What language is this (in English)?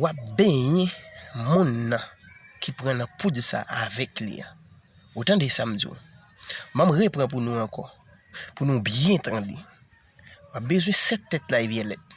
Haitian Creole